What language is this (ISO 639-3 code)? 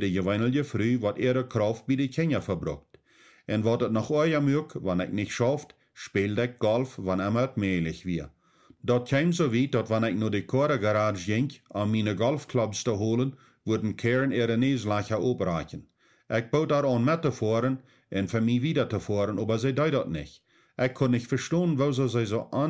pdt